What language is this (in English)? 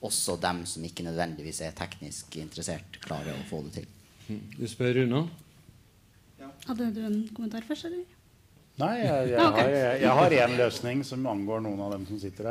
Norwegian